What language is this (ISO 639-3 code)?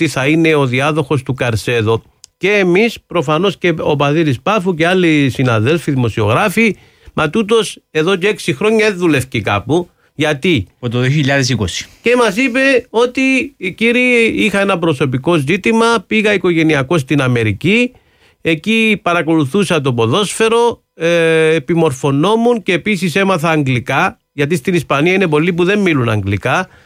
ell